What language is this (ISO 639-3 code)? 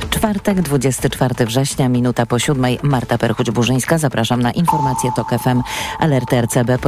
pol